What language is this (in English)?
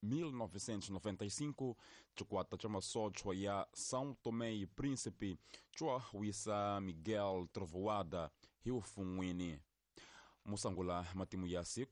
Tsonga